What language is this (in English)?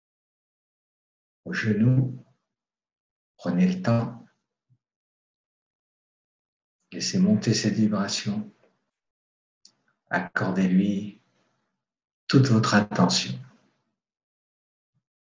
French